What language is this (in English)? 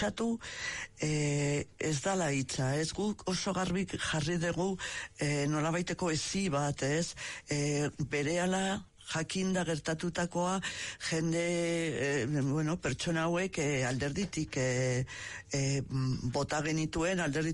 Basque